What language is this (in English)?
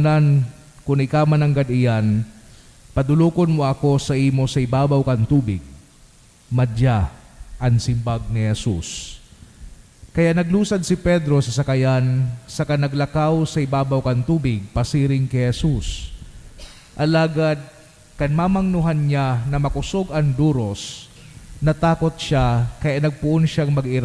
Bikol